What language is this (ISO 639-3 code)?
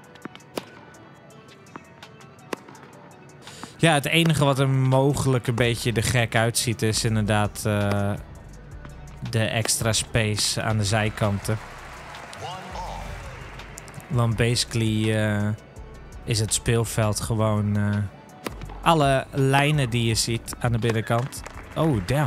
nld